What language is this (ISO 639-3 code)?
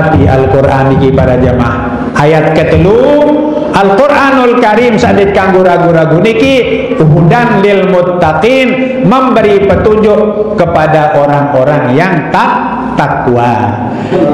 sas